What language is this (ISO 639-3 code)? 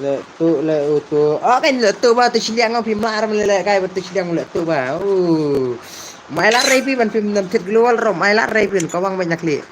kha